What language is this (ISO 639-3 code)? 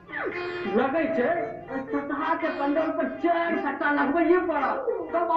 mai